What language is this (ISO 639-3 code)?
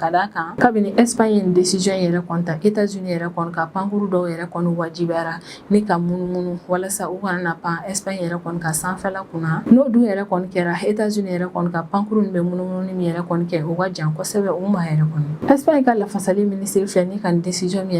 bam